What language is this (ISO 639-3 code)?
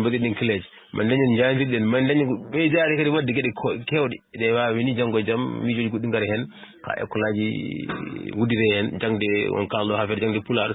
ful